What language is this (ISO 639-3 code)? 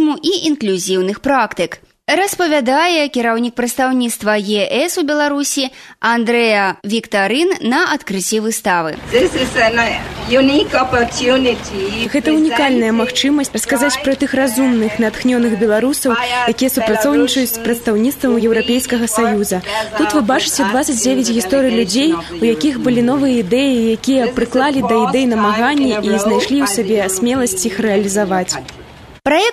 bel